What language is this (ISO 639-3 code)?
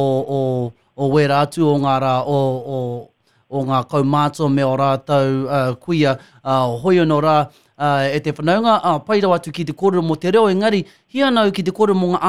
mri